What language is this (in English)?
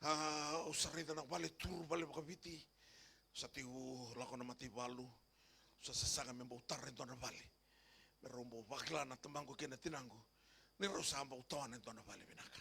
Fijian